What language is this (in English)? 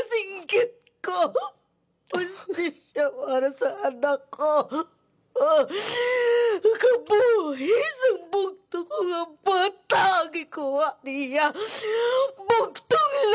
Hiligaynon